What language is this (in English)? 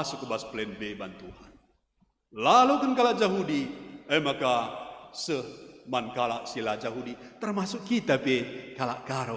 Batak Karo